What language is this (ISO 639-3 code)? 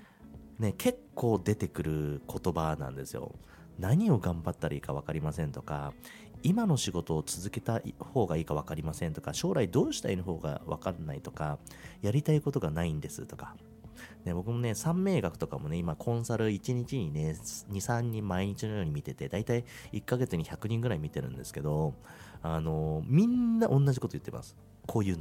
jpn